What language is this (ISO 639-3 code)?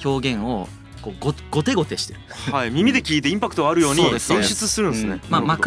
jpn